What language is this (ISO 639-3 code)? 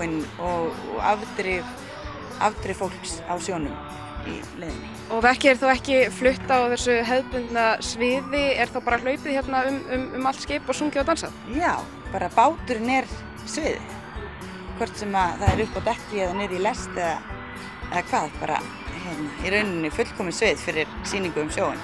isl